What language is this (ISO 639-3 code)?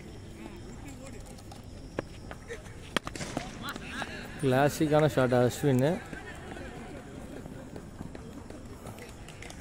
tam